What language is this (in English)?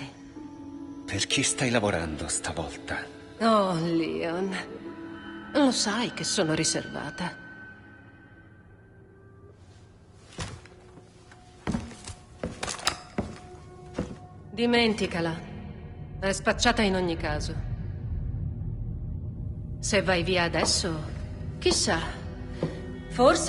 Italian